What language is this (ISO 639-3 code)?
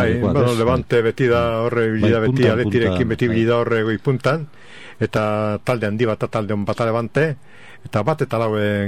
eus